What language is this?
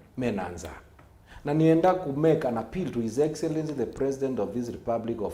Kamba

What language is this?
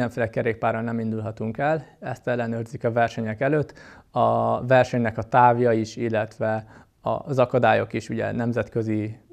Hungarian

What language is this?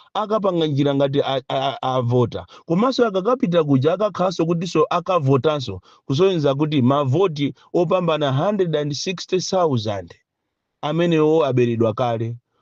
Nyanja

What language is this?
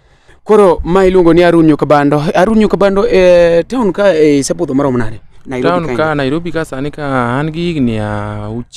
Luo (Kenya and Tanzania)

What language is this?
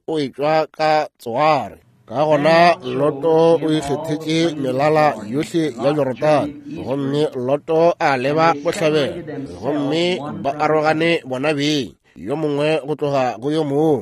Northern Sotho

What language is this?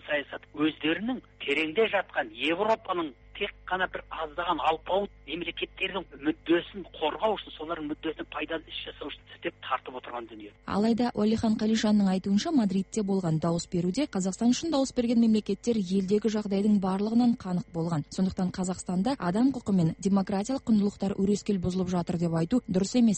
Kazakh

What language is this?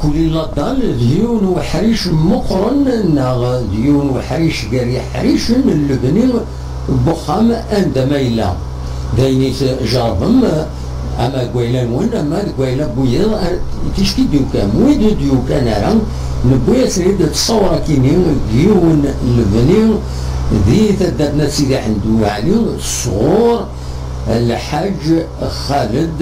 Kabyle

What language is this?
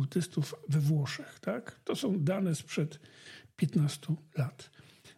Polish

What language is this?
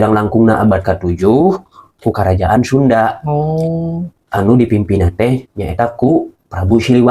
Sundanese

